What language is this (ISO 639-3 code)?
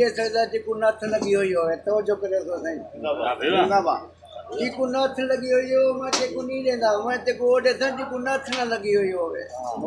skr